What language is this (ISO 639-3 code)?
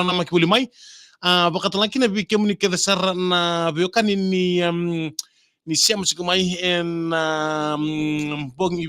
fij